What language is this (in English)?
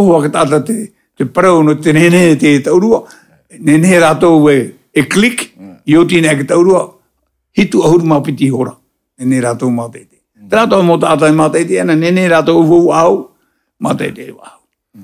Tahitian